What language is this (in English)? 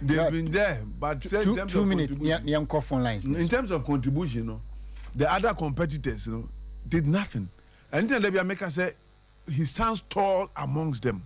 Akan